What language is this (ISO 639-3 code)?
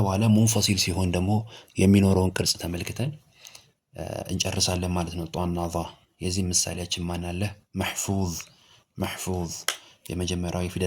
amh